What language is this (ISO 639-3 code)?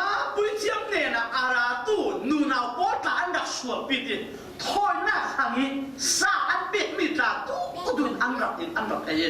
cfm